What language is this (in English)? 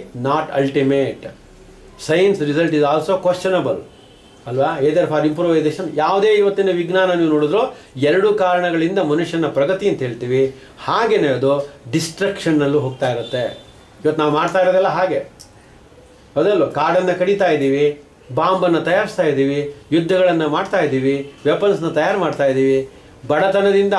Kannada